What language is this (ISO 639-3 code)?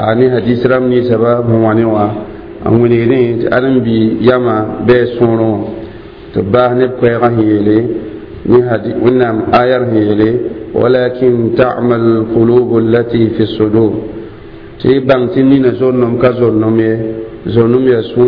mos